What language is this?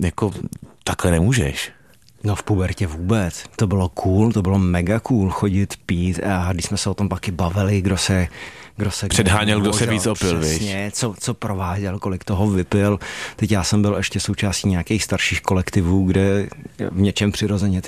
Czech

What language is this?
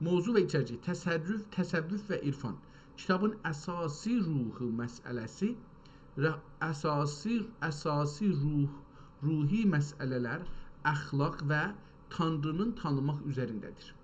South Azerbaijani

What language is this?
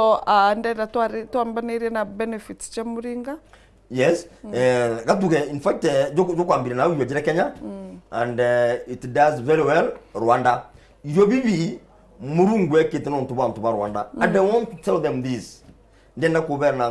Meru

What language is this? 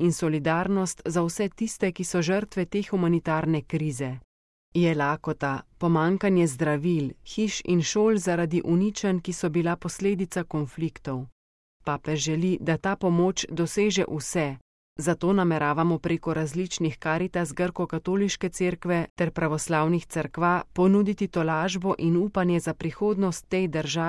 Slovenian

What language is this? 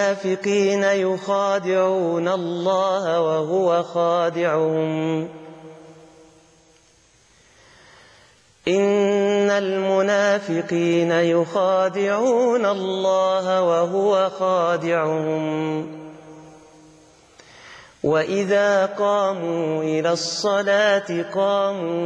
Arabic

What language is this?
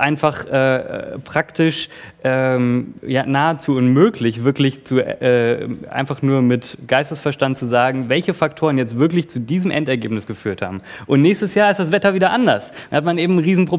German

